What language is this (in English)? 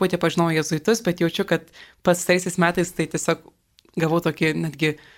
Lithuanian